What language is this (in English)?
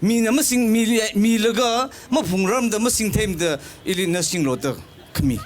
Tangkhul Naga (India)